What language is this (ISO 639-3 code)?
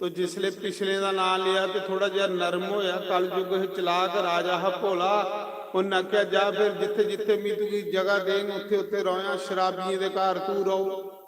doi